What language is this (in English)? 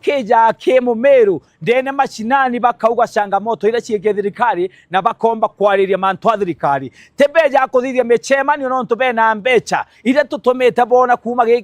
Meru